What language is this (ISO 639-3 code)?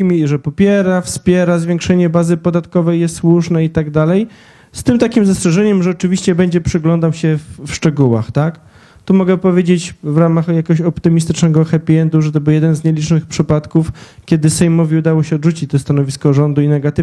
pol